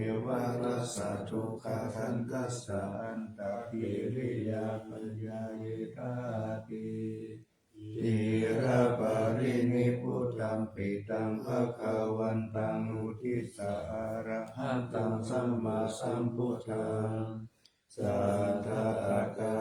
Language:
Pali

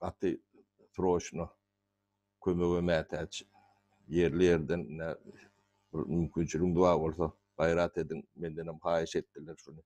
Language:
Turkmen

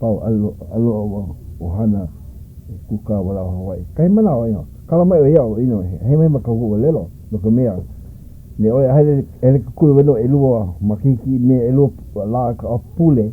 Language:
Hawaiian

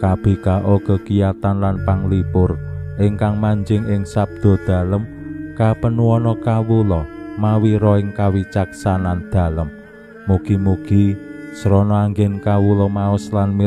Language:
Javanese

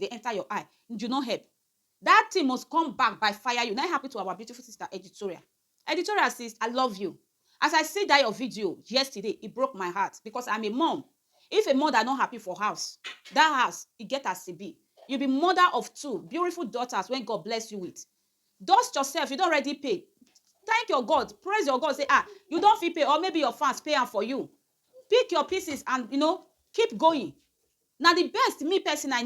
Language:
Nigerian Pidgin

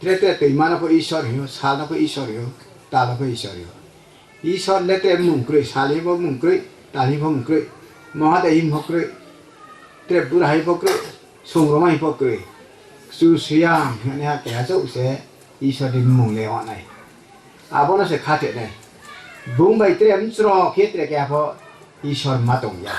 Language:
Riang (India)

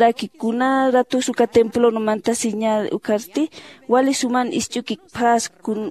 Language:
Aymara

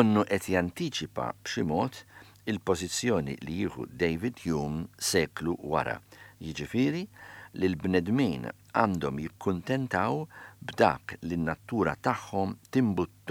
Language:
Maltese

